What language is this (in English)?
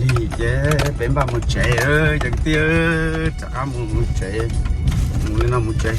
Hmong